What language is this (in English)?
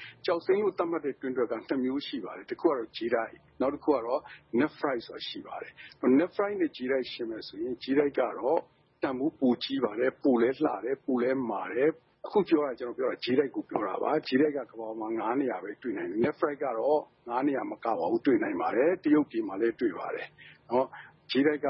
Burmese